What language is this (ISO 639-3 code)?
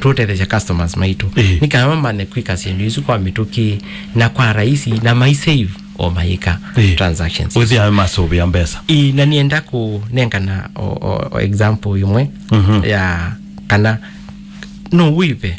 kam